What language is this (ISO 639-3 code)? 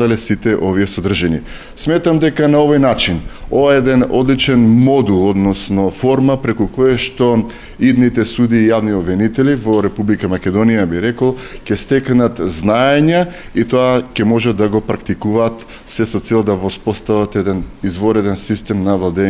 mkd